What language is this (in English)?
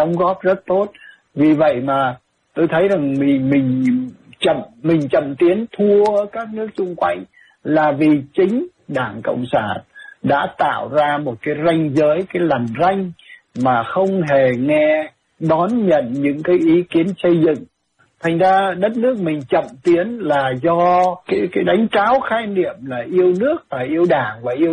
Vietnamese